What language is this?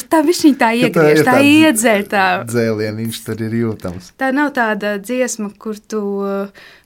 Latvian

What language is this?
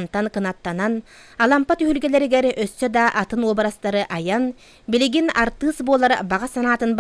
Yakut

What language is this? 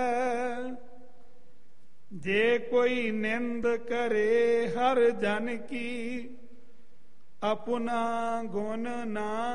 Punjabi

